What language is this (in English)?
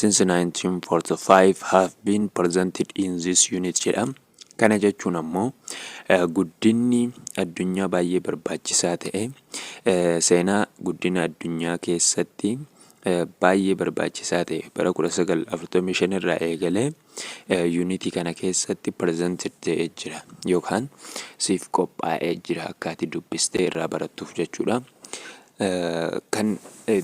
Oromo